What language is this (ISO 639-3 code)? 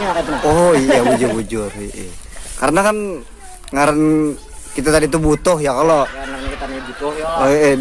bjn